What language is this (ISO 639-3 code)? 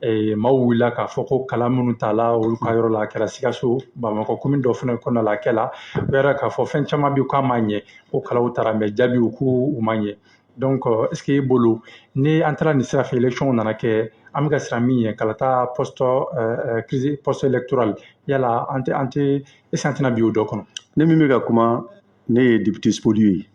bam